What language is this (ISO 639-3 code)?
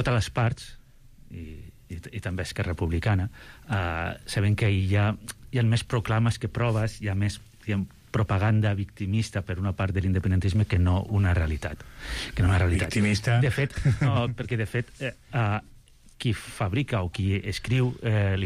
cat